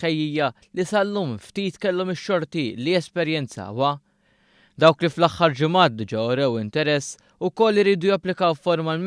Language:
Maltese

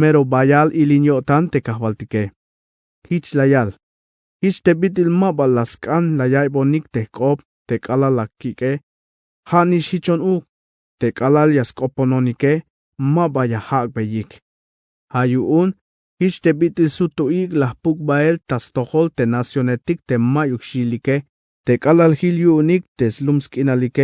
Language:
Tzeltal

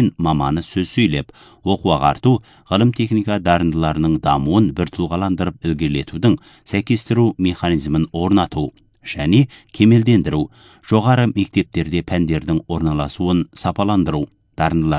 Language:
Kazakh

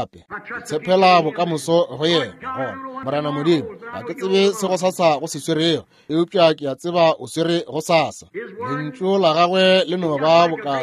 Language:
Northern Sotho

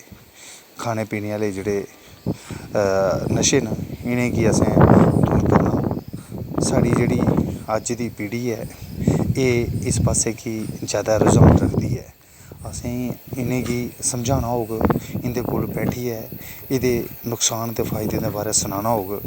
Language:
Dogri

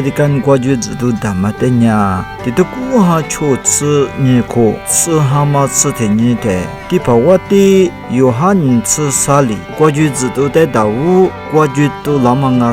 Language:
Lisu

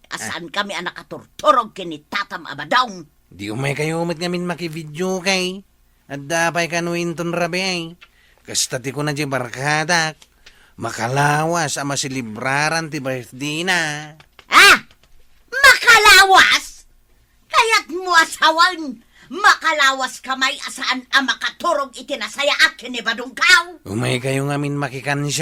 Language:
Iloko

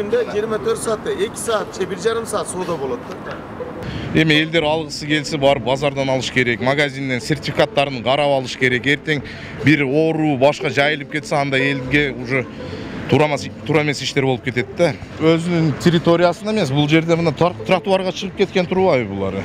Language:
Kyrgyz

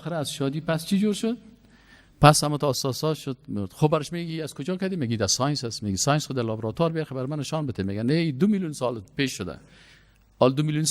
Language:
Persian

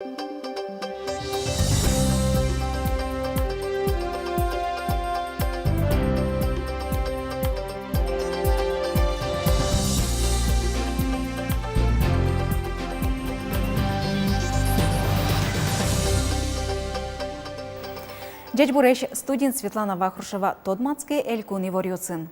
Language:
Udmurt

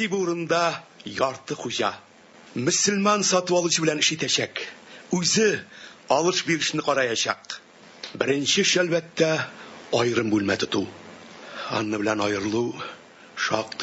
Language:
Tatar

